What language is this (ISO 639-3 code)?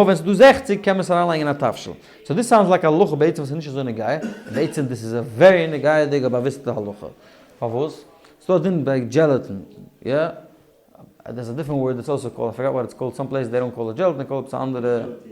yid